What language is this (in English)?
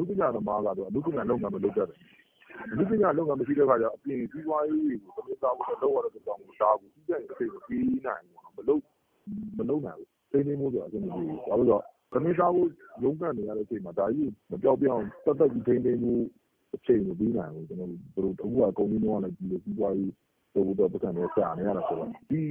Burmese